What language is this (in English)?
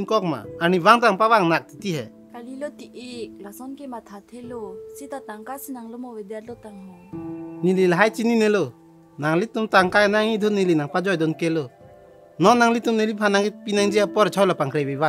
Karbi